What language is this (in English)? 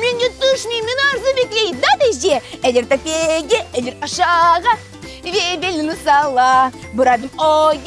Crimean Tatar